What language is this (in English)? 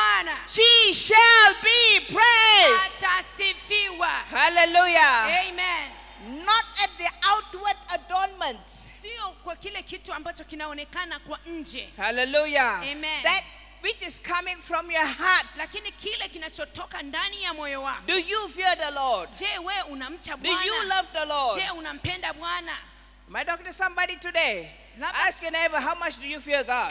Swahili